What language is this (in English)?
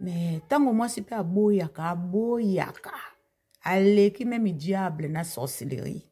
Lingala